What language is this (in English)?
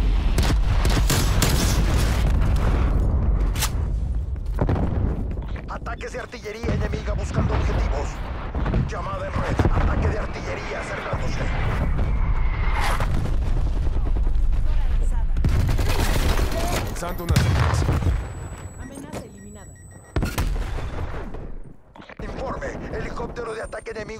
Spanish